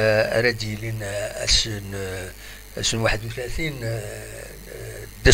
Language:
Kabyle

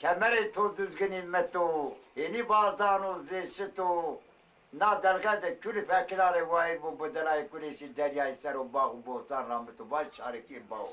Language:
Zaza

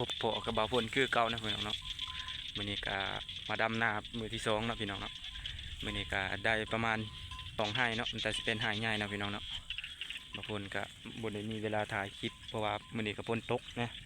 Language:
Lao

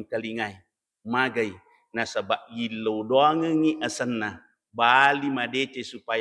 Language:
Buginese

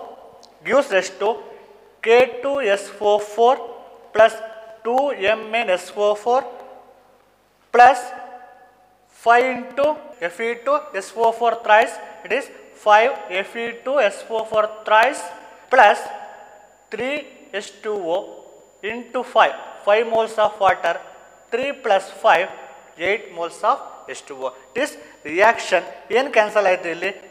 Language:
Kannada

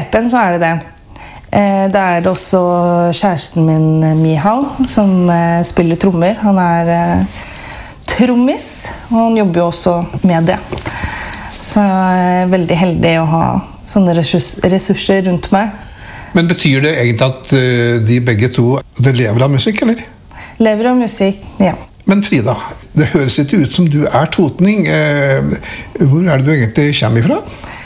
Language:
Norwegian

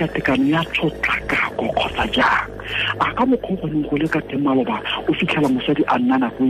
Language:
Tswana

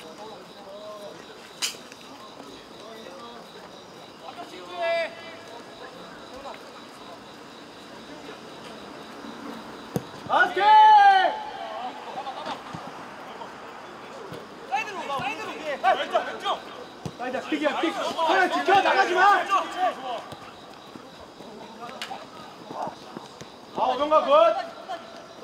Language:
Korean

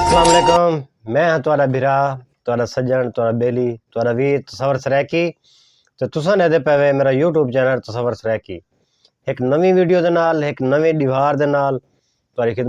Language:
Saraiki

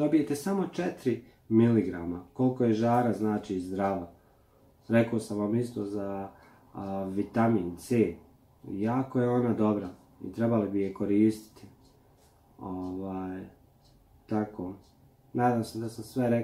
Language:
Croatian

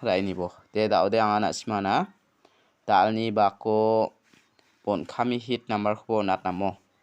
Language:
Garo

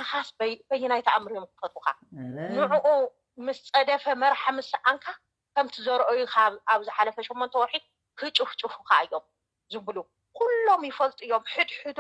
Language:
Tigrinya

